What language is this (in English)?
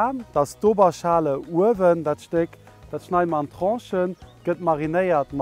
Luxembourgish